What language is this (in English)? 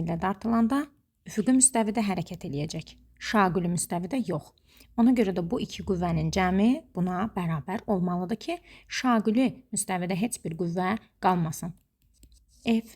Azerbaijani